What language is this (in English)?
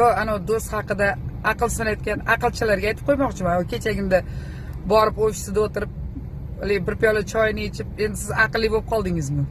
Uzbek